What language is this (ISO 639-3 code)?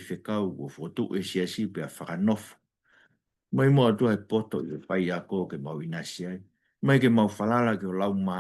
ton